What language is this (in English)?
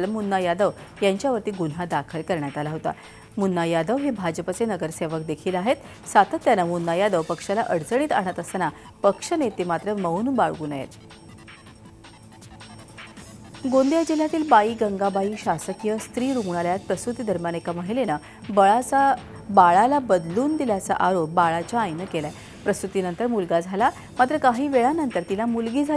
Marathi